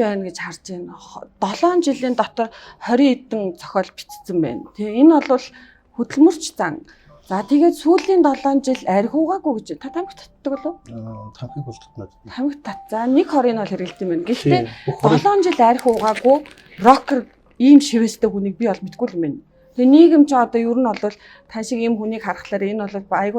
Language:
Mongolian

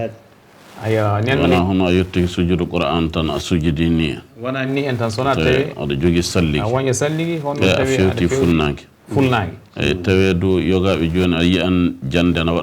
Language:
Fula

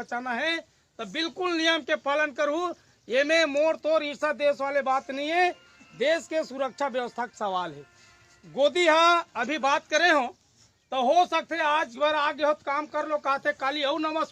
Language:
Chhattisgarhi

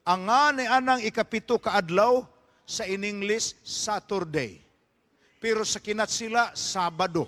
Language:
Cebuano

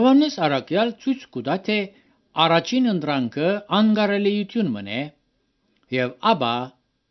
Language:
Armenian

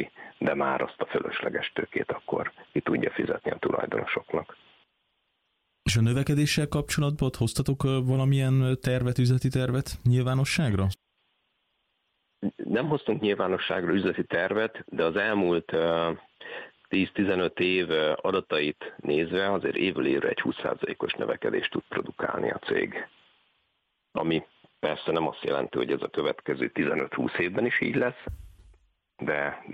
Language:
Hungarian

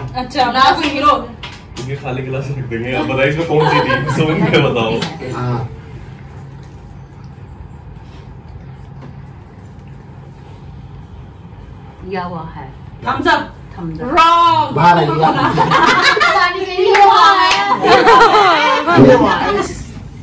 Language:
Hindi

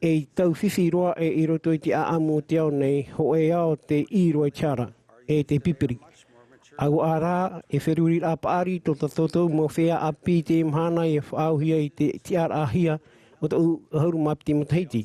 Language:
Tahitian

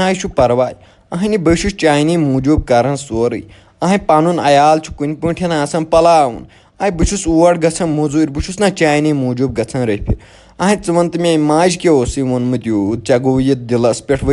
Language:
Kashmiri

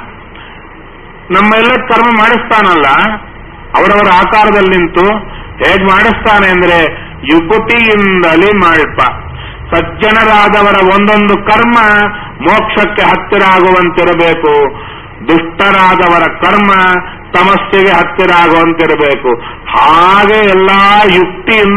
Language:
Kannada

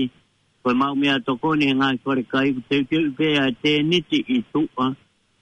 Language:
Tongan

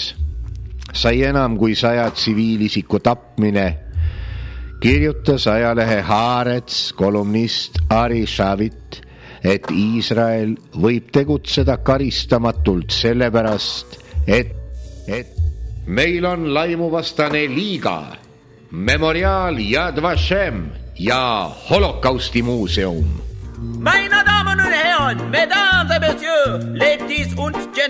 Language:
Estonian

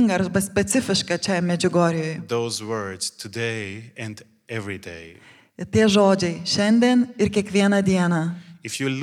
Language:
Lithuanian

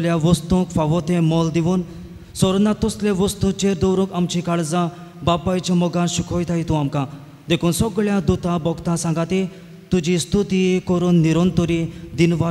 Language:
Konkani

